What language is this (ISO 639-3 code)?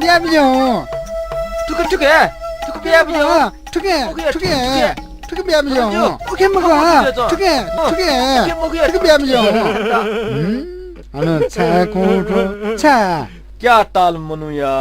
new